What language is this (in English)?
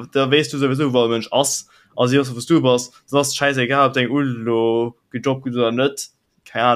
Luxembourgish